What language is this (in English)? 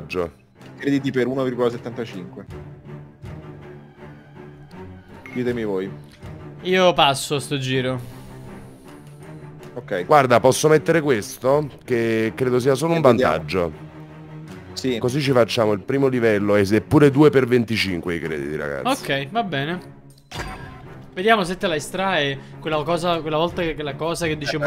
Italian